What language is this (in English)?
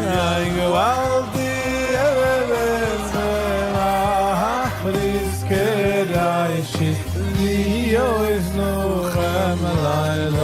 Yiddish